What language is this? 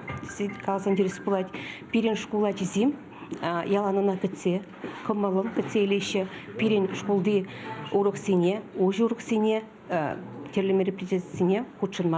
Chuvash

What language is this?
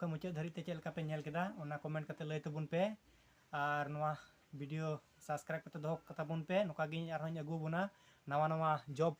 Santali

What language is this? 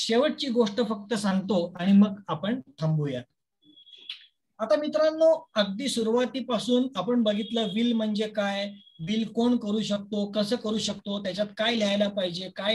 Marathi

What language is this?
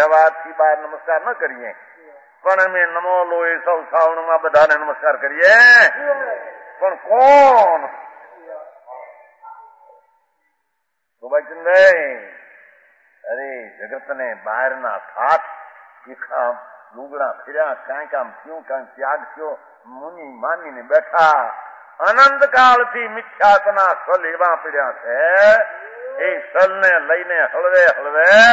Gujarati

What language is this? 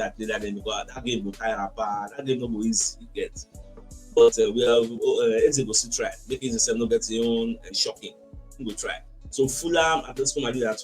Nigerian Pidgin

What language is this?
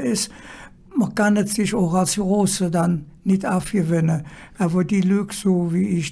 Colognian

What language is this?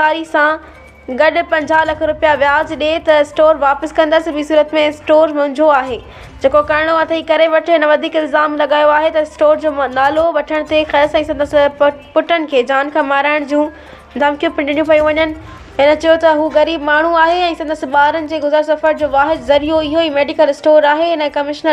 Sindhi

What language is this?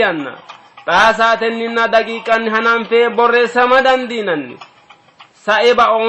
Sidamo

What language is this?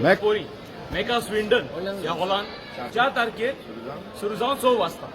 Konkani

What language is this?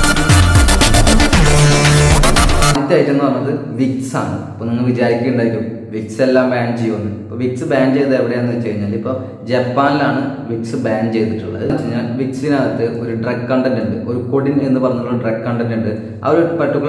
Malayalam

